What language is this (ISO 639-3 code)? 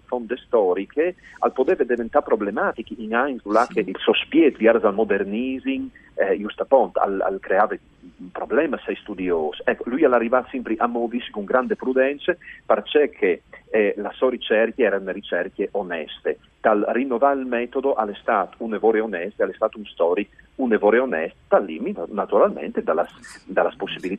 fur